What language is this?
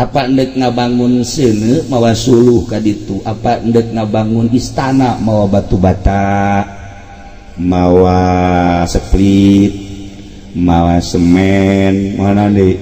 Sundanese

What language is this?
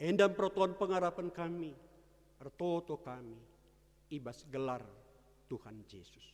Batak Karo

